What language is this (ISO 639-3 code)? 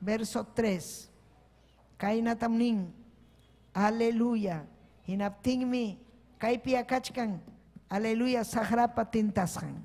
quy